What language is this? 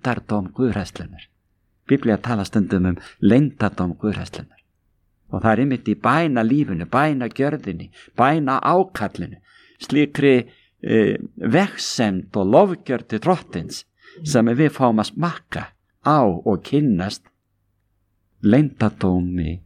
Icelandic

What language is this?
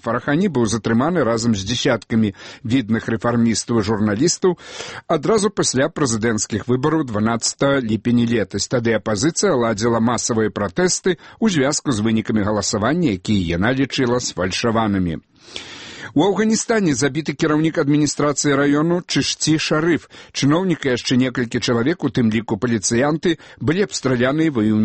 Belarusian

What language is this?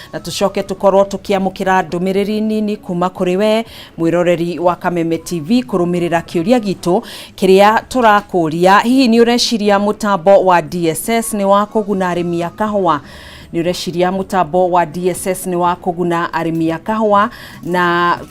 Kikuyu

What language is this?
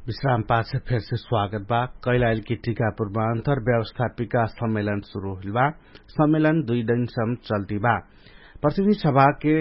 Dangaura Tharu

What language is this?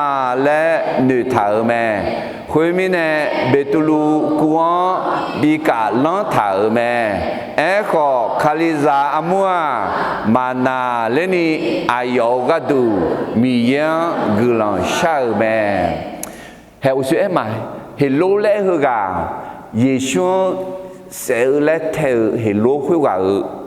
Akha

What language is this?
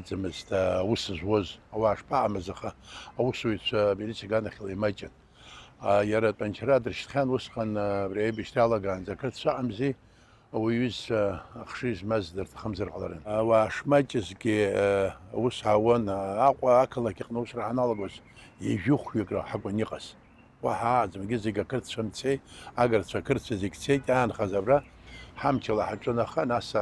Abkhazian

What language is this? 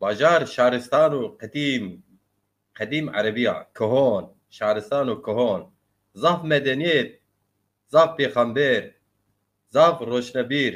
Zaza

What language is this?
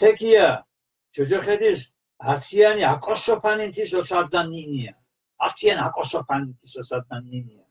Mingrelian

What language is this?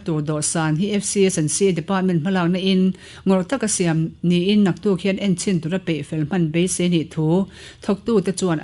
Mizo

